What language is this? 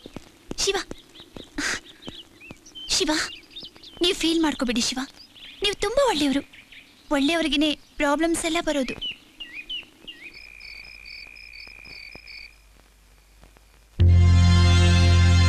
Kannada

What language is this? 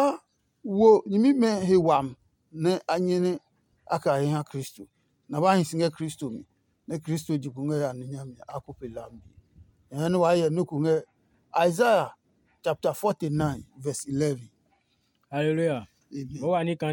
Adangme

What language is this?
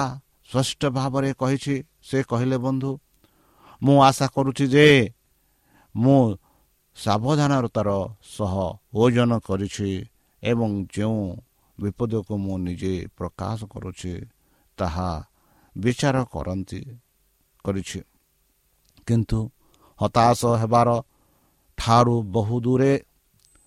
Odia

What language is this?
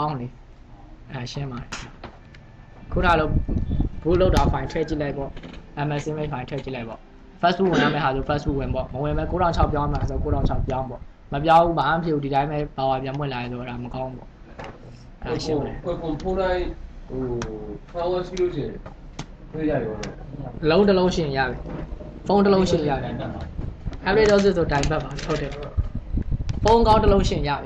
Burmese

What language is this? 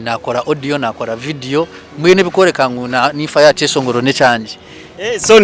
Nyankole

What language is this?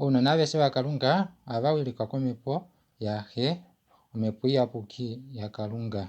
Kuanyama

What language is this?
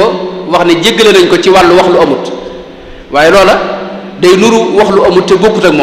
Wolof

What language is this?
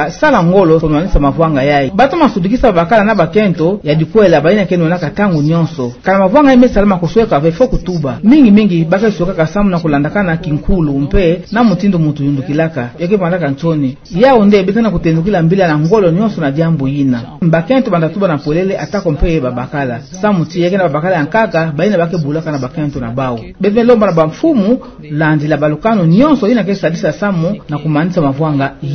Kituba (Democratic Republic of Congo)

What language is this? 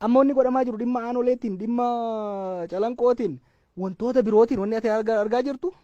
Oromo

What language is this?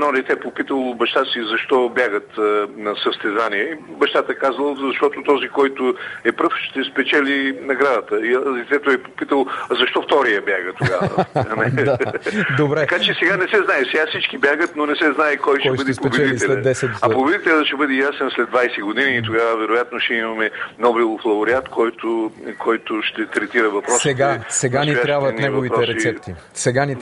Bulgarian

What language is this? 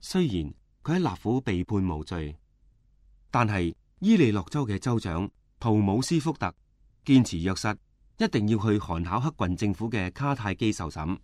Cantonese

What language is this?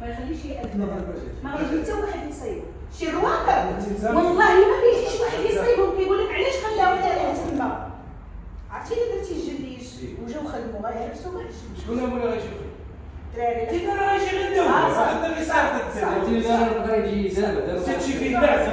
Moroccan Arabic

